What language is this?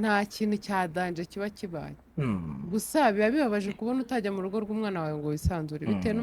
Kinyarwanda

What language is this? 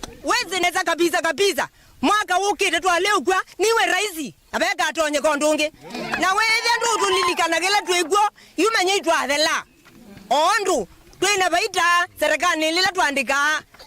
Kamba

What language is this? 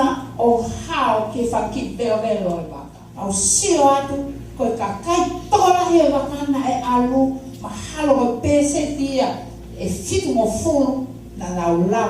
Tongan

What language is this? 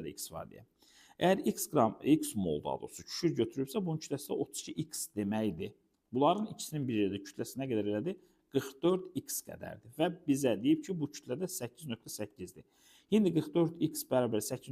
Azerbaijani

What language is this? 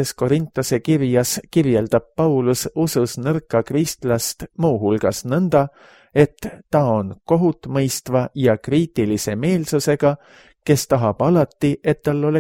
Estonian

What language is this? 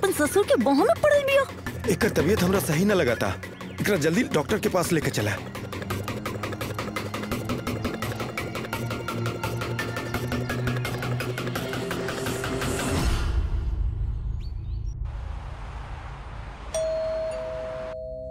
Bhojpuri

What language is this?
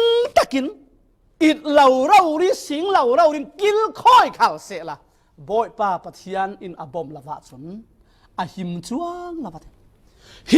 Falam Chin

